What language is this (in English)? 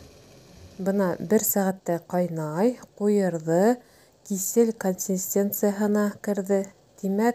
Bashkir